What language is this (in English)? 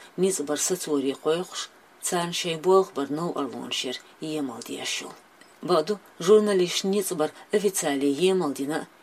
Chechen